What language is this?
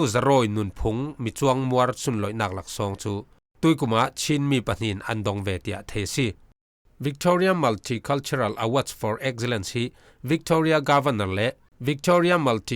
Falam Chin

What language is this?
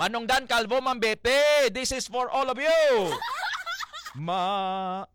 Hiligaynon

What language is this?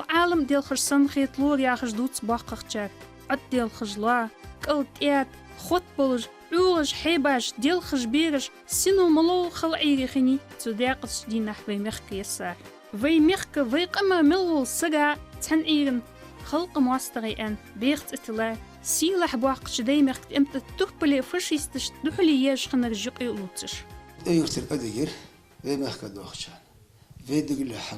Ingush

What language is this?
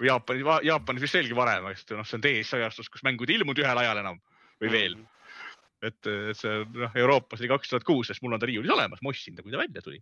Estonian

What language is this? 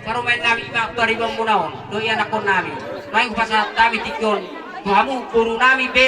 Batak Toba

